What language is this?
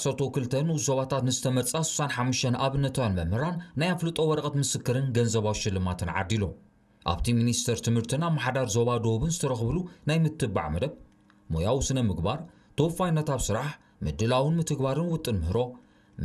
Tigrinya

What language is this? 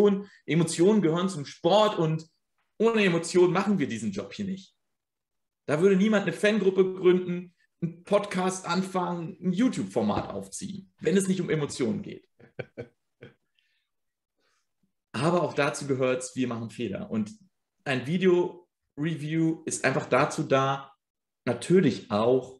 German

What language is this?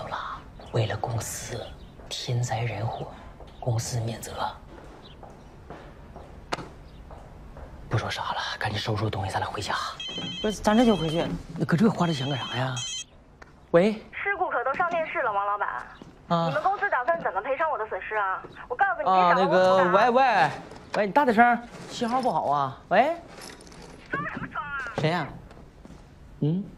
Chinese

